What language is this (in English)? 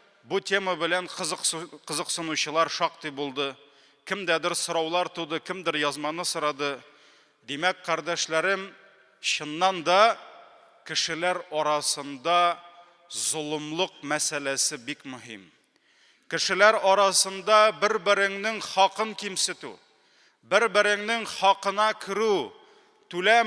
Tatar